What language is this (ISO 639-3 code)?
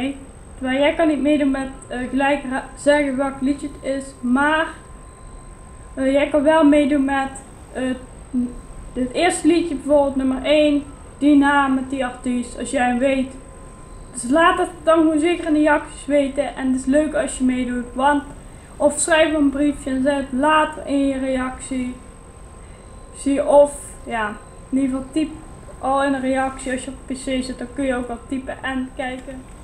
nld